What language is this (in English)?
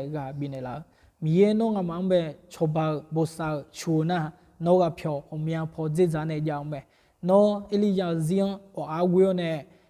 Akha